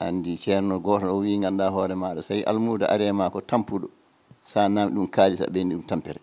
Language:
Fula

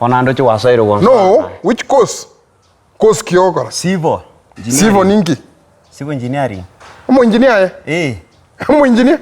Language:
Gusii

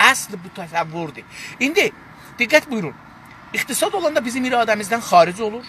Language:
South Azerbaijani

